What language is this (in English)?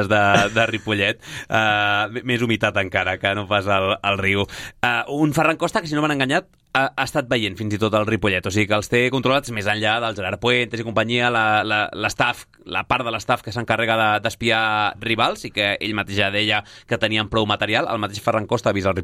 Catalan